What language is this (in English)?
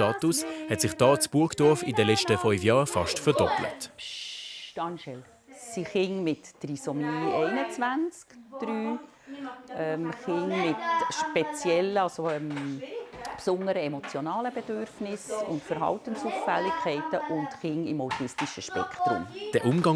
Swiss German